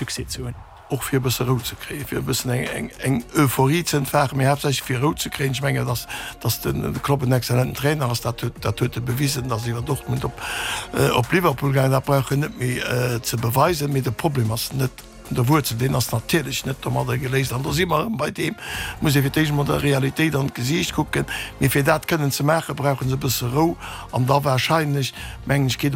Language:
Luxembourgish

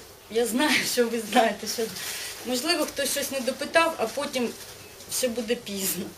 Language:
Ukrainian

